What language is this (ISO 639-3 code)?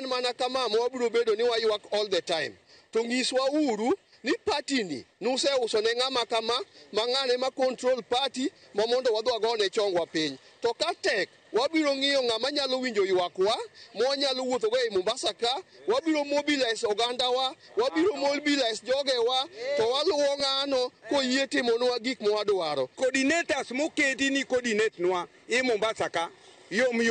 luo